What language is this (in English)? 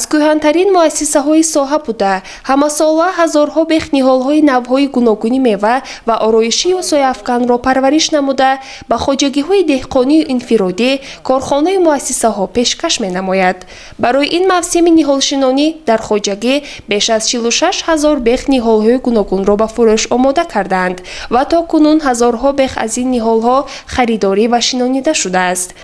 Tajik